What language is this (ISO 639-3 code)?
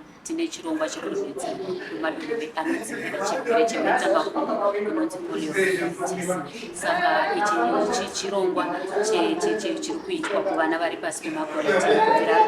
sna